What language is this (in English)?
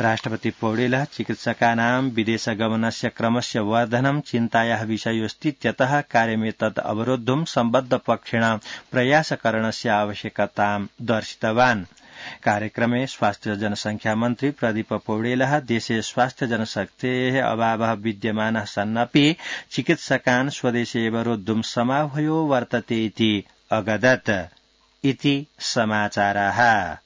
Sanskrit